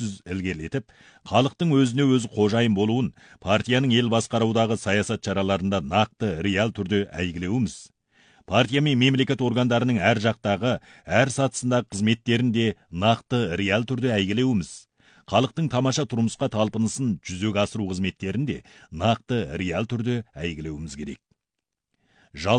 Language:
Kazakh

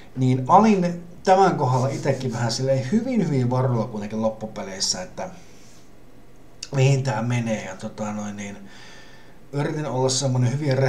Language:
Finnish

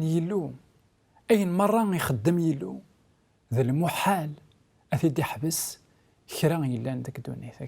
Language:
Kabyle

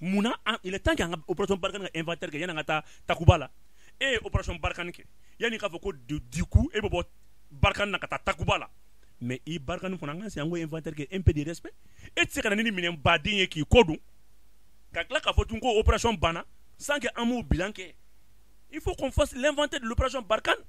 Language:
Bambara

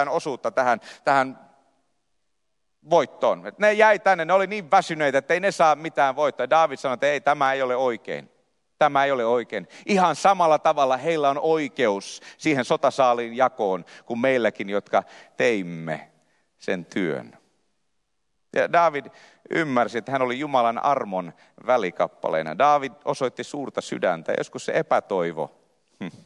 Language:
Finnish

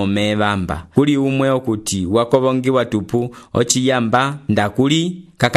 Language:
Umbundu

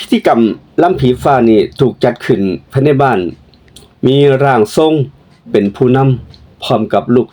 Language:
Northeastern Thai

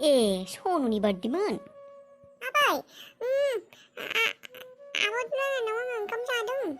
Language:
Bodo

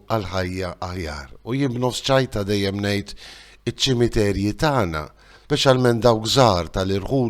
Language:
Maltese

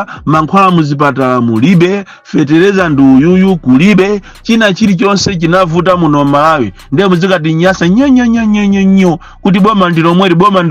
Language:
Nyanja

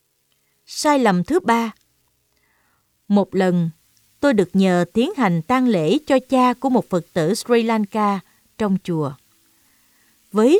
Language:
Vietnamese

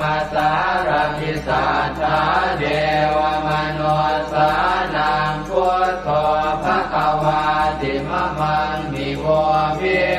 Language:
Pali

